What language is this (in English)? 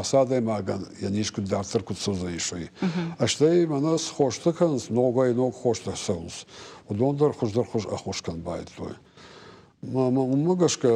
Ossetic